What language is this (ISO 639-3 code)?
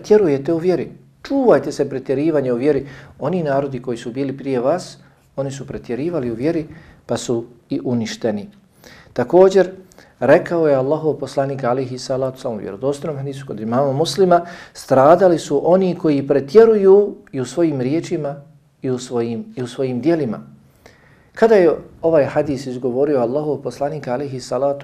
bos